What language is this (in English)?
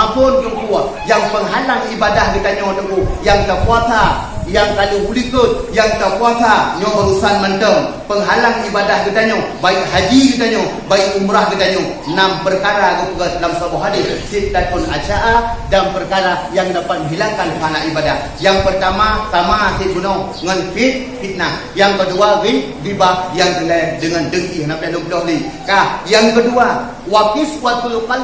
Achinese